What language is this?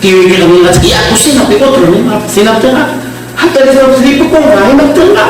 Ayacucho Quechua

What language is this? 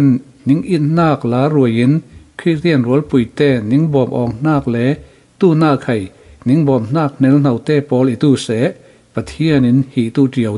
Falam Chin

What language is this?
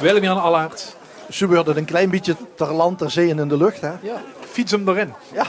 Limburgish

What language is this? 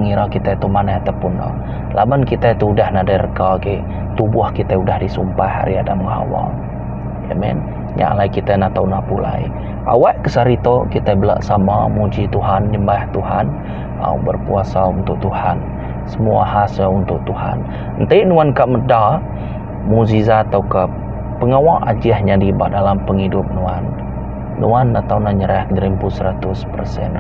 Iban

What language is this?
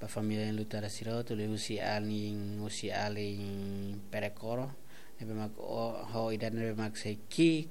Tetum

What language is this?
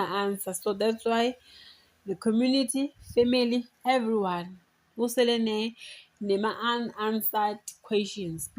Zulu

